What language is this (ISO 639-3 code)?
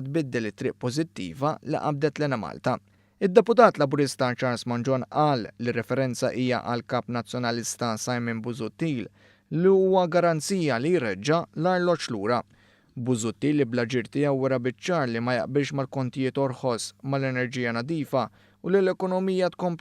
mlt